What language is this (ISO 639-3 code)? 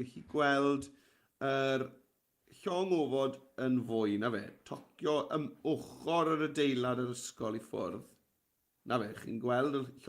cym